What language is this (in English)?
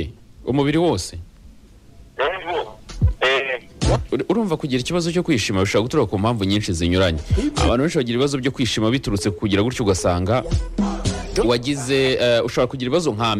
Kinyarwanda